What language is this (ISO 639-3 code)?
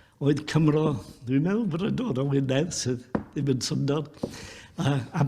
cym